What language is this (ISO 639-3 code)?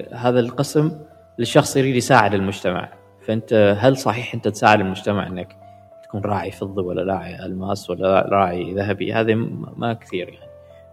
afb